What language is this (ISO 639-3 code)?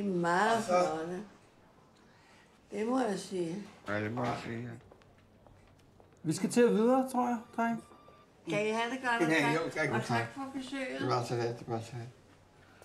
dan